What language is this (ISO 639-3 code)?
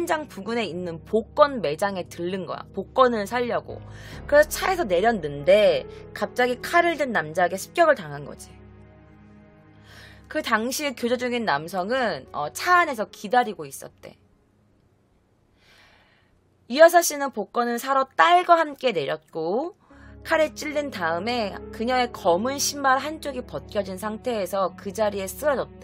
kor